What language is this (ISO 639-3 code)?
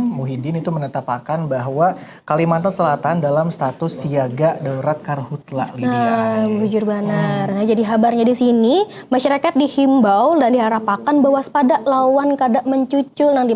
bjn